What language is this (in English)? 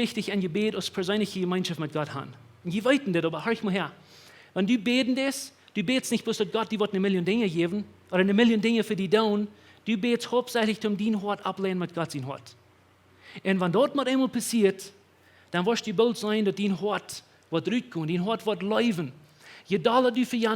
Plautdietsch